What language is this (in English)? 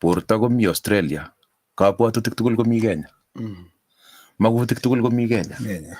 Kalenjin